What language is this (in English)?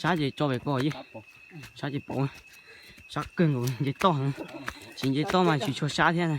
Hmong